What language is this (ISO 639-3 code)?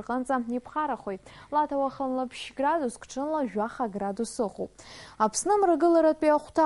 abk